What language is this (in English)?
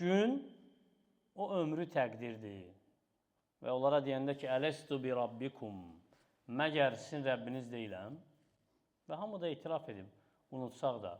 Azerbaijani